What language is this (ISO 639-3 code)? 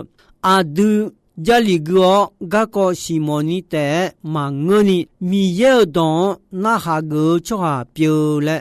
ahk